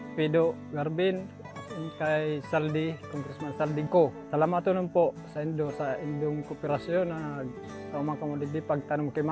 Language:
Bikol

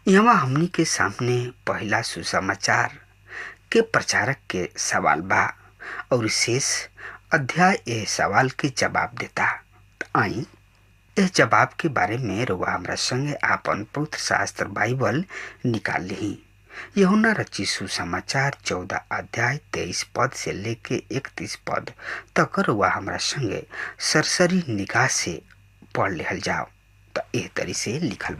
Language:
Bhojpuri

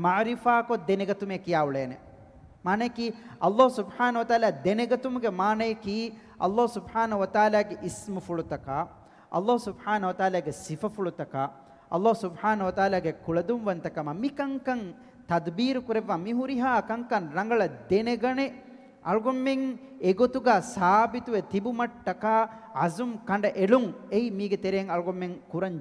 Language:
Divehi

